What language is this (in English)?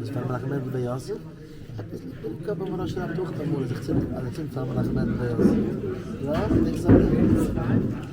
Yiddish